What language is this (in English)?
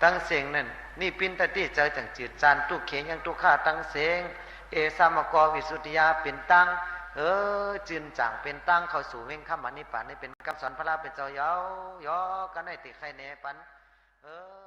Shan